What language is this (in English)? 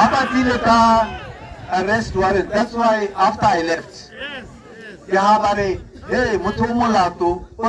Tswana